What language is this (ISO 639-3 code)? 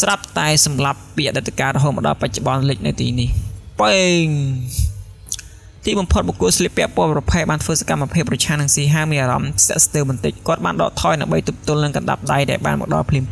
khm